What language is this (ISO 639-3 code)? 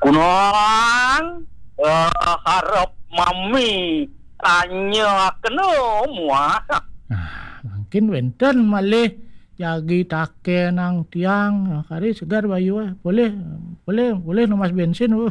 ban